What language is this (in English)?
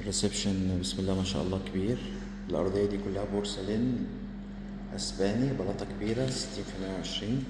Egyptian Arabic